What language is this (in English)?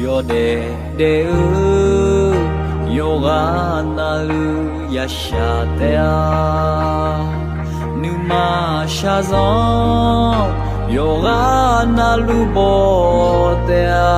Akha